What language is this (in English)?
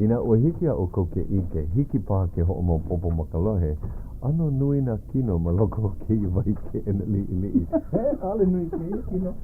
Hawaiian